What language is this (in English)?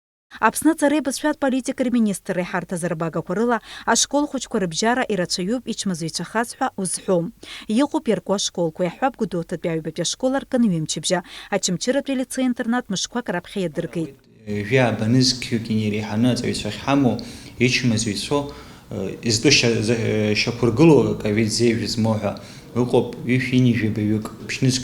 Abkhazian